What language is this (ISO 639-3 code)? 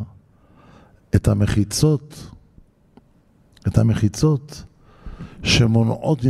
heb